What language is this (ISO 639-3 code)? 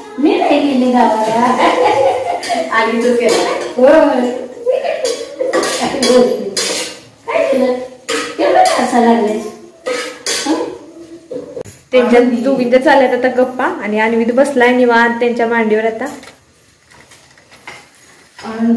mar